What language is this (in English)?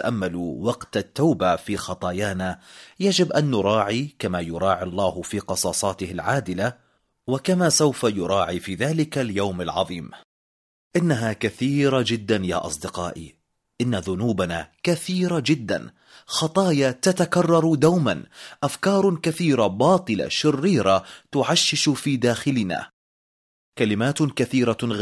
Arabic